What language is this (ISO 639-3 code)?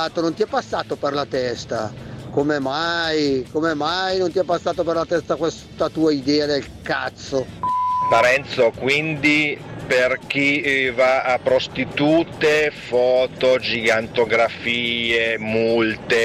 ita